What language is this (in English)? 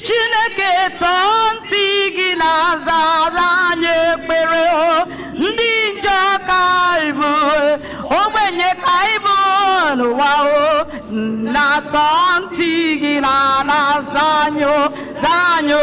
Igbo